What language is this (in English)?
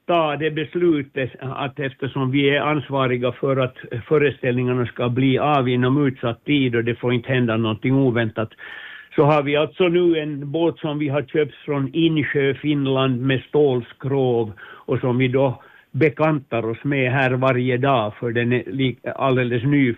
Swedish